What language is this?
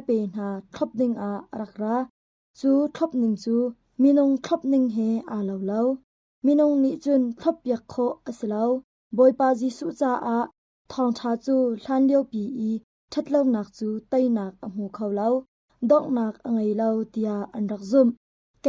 Hakha Chin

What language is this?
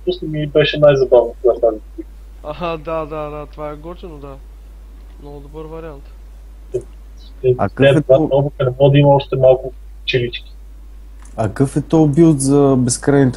Bulgarian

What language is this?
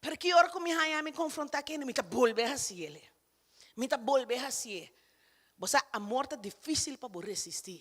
Papiamento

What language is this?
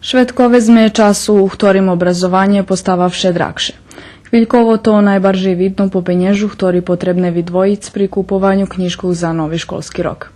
Rusyn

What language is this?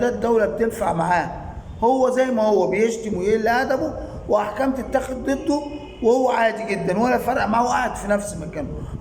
Egyptian Arabic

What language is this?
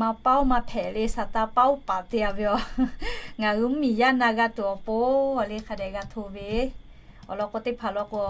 Lahu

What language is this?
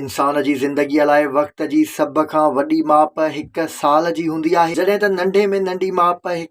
Sindhi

